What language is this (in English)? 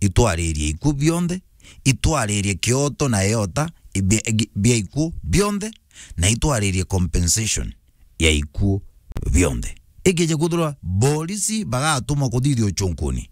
Meru